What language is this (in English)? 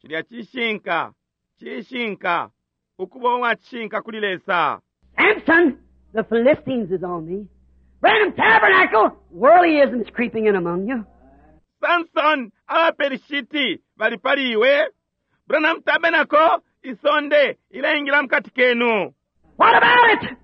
Bemba